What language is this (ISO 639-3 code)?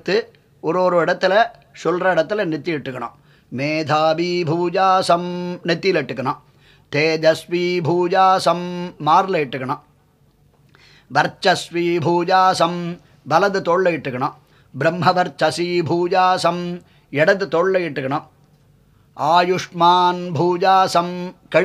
tam